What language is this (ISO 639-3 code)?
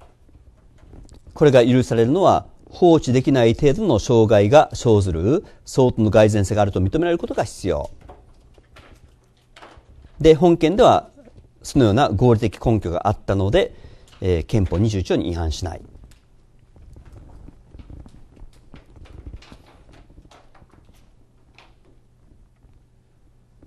jpn